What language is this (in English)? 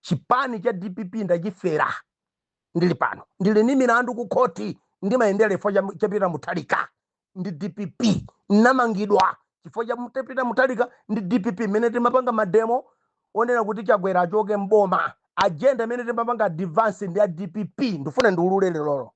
Nyanja